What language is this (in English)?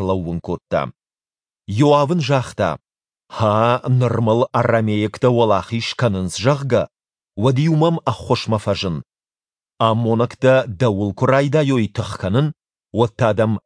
Ossetic